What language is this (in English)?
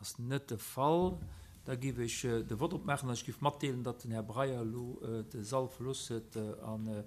Luxembourgish